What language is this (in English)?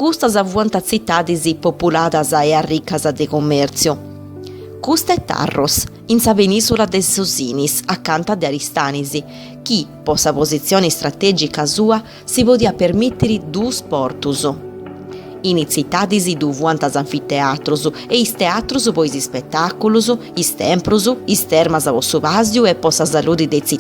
Sardinian